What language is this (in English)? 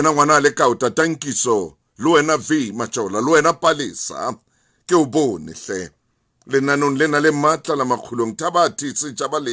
Southern Sotho